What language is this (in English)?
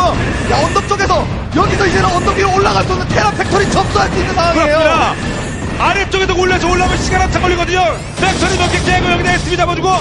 Korean